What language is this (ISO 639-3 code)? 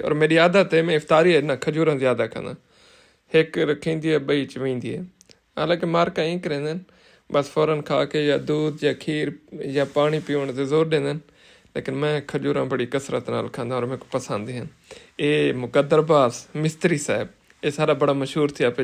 skr